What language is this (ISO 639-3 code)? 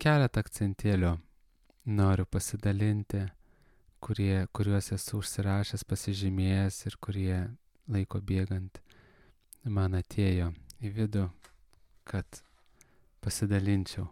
lit